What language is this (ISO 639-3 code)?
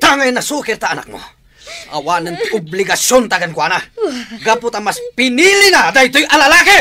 ilo